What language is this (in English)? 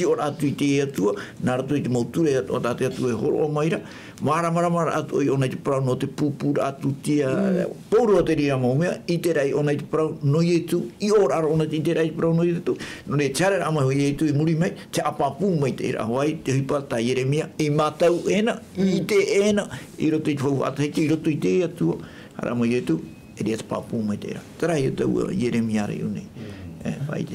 Tahitian